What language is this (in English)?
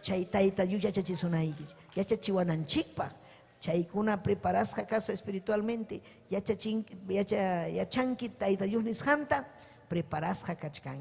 Ayacucho Quechua